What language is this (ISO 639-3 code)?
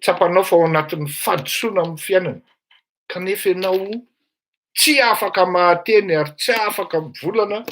mlg